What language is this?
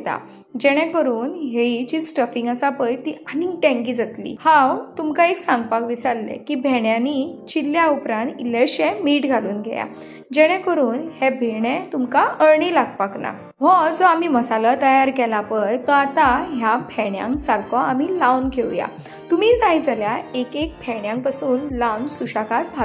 Konkani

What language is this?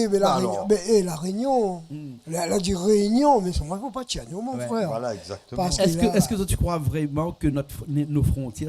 Réunion Creole French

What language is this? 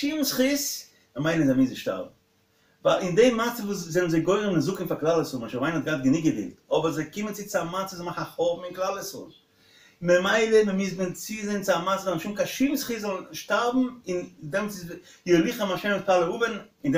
Yiddish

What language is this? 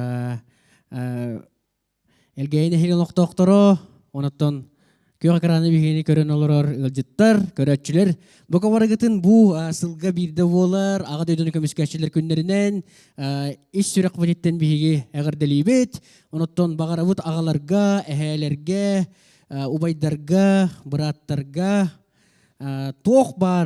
Yakut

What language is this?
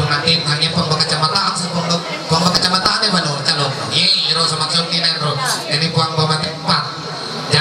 Ma'anyan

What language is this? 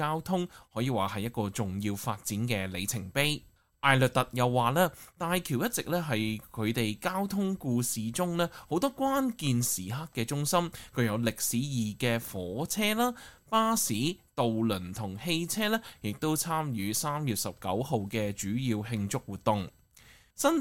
Cantonese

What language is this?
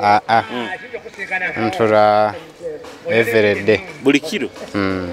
Nyoro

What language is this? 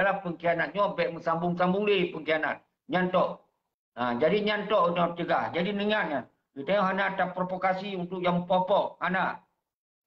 Achinese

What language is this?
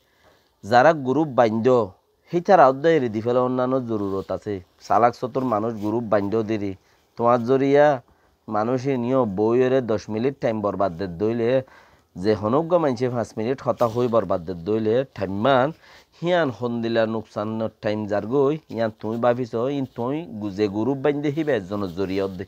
Rohingya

